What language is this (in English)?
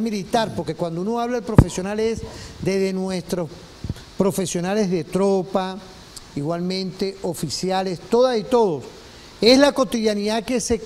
Spanish